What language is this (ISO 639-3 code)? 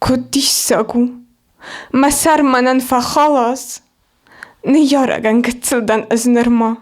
oss